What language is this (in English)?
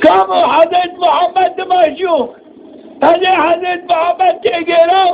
Zaza